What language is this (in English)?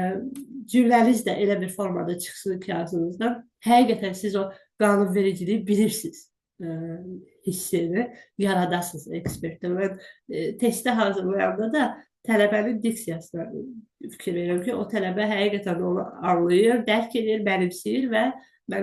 Azerbaijani